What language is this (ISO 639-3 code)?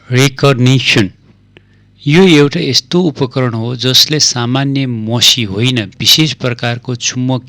nep